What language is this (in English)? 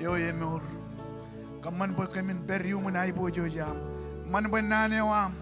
Marshallese